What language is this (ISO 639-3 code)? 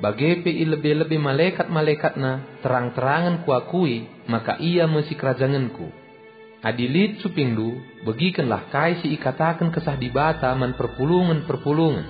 btx